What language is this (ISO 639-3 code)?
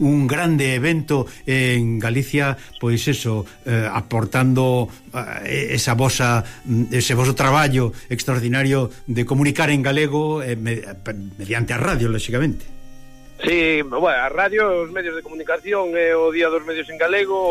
glg